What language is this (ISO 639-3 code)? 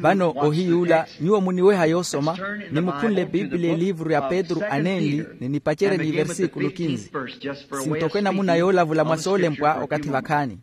vmw